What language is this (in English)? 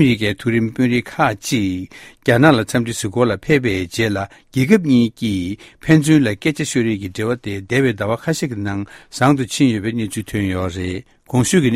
Tibetan